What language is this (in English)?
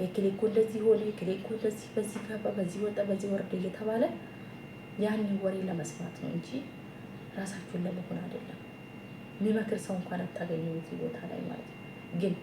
Amharic